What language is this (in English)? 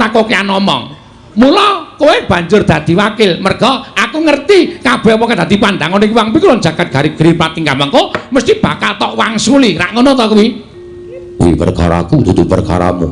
Javanese